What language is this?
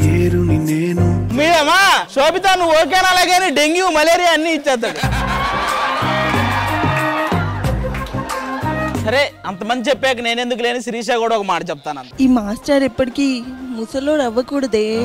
Telugu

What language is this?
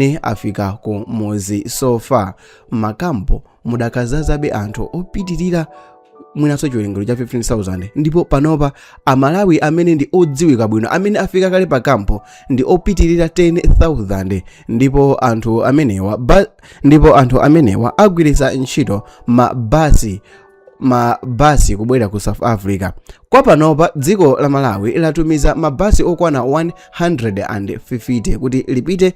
Nyanja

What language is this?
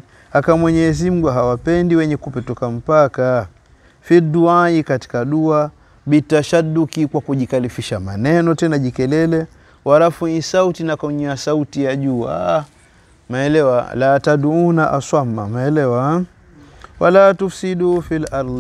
Swahili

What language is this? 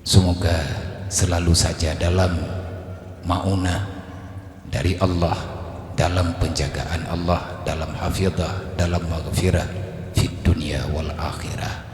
Achinese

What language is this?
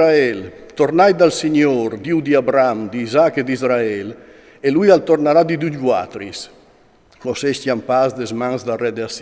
Friulian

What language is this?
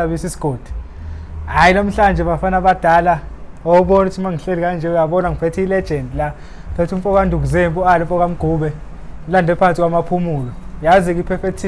Zulu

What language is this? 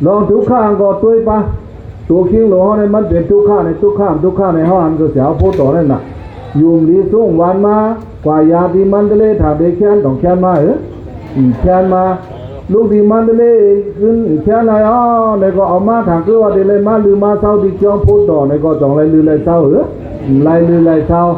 Shan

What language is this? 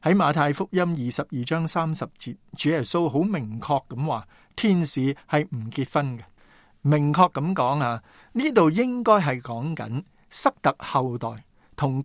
Cantonese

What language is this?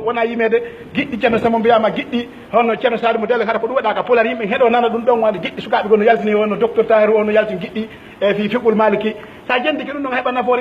Pular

